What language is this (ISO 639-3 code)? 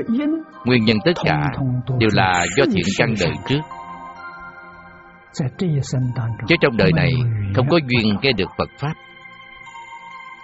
vie